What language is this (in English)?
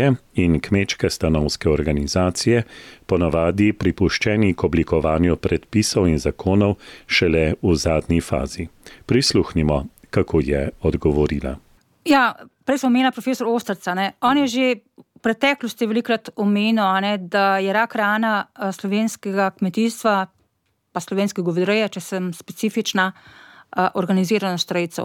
Slovenian